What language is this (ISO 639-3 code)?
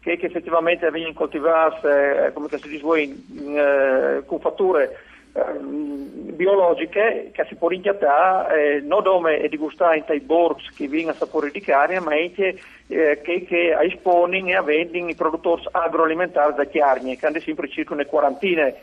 fur